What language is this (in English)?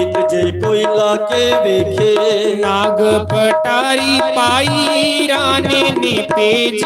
Dogri